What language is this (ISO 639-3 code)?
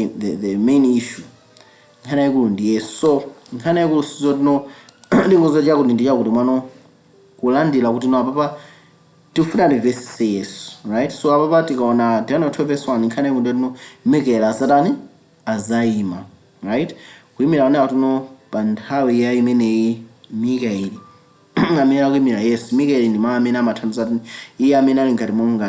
nya